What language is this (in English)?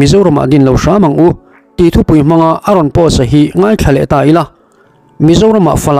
Mizo